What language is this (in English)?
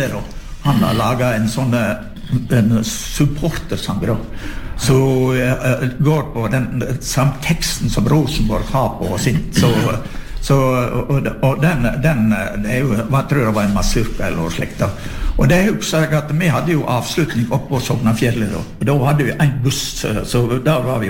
Norwegian